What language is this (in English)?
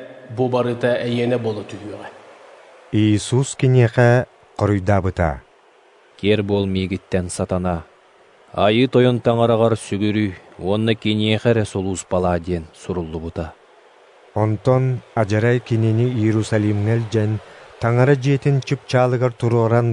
Yakut